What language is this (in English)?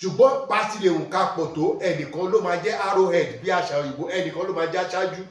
Yoruba